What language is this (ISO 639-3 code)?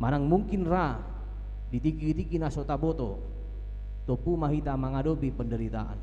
bbc